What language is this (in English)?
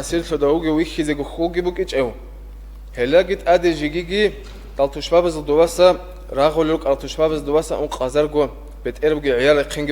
Avaric